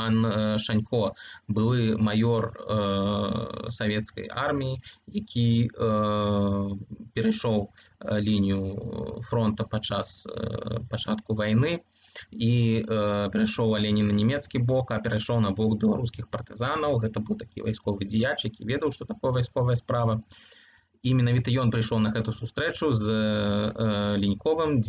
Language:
Belarusian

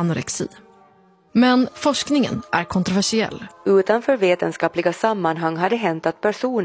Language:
Swedish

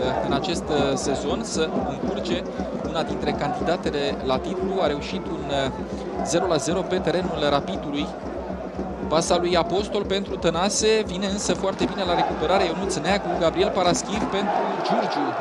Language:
Romanian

